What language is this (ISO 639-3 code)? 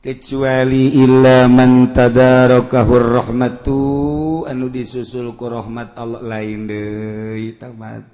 sun